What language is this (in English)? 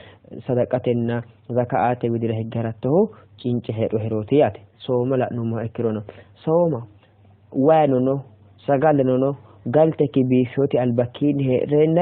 Sidamo